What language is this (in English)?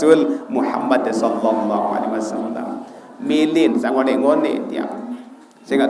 Sasak